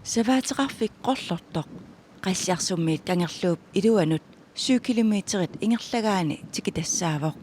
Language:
Kalaallisut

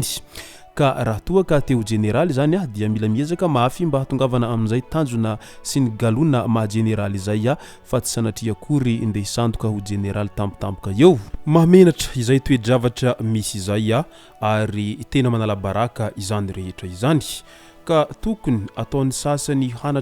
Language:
Malagasy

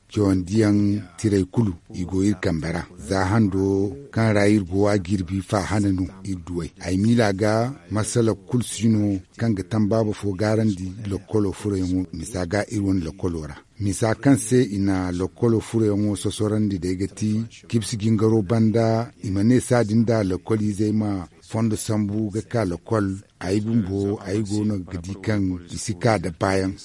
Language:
Zarma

